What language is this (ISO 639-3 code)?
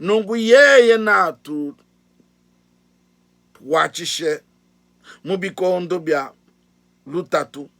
lua